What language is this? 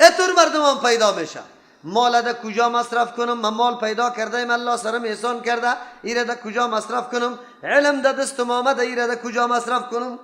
Persian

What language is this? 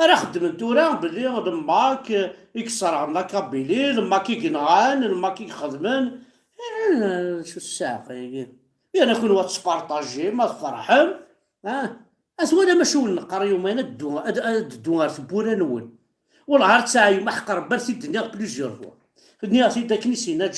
Kabyle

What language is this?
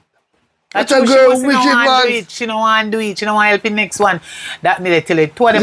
Jamaican Creole English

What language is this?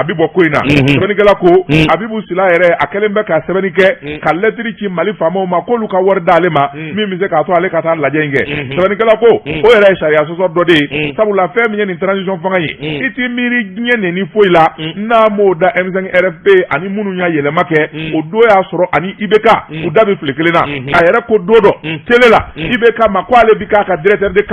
Bambara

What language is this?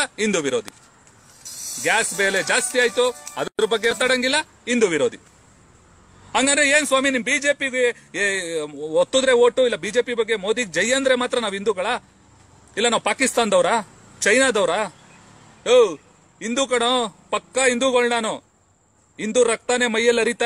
Kannada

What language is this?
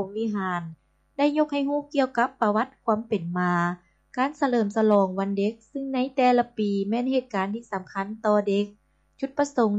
Lao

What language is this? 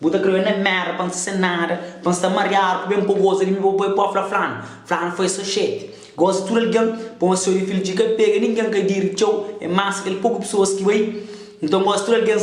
Kabuverdianu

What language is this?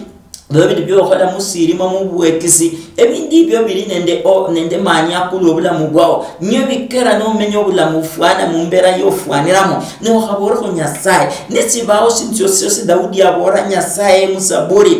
Luyia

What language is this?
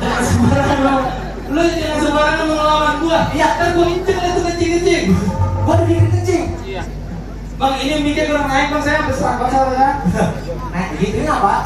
Betawi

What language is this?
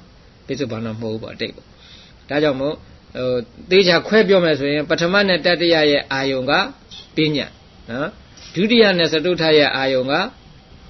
Burmese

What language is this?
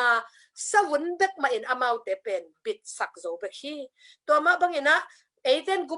Tedim Chin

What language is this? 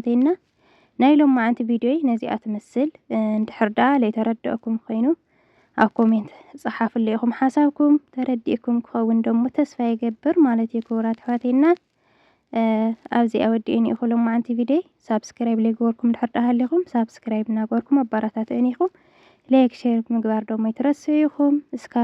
Tigrinya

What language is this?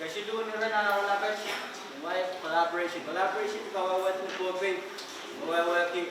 Pohnpeian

